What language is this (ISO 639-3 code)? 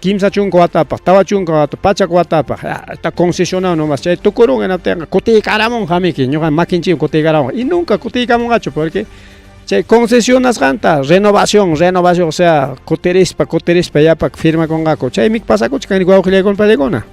quy